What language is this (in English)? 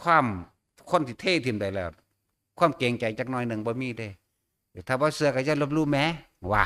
Northeastern Thai